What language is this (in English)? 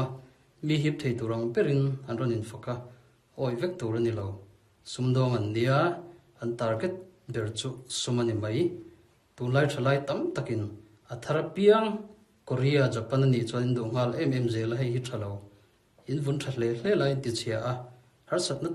Mizo